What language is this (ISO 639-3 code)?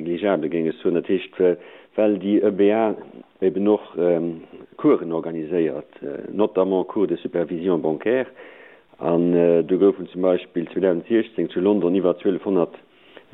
ltz